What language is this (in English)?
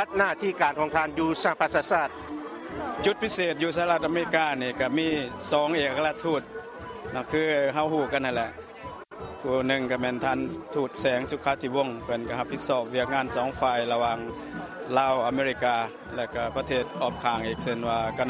Lao